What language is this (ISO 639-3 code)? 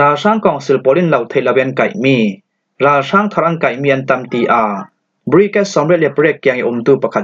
cfm